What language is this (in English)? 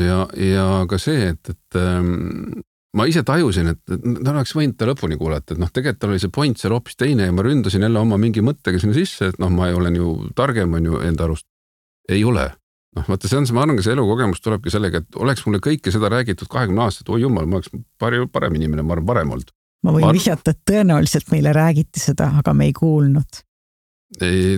Estonian